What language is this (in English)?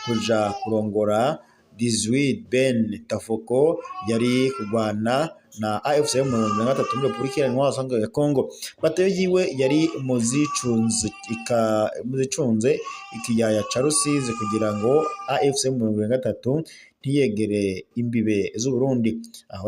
Rundi